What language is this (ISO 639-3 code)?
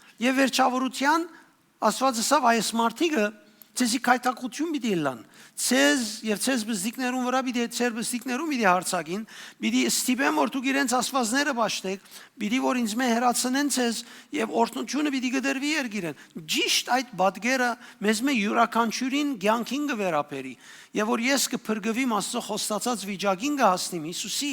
hyw